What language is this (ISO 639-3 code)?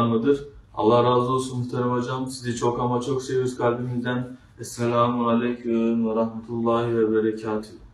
tur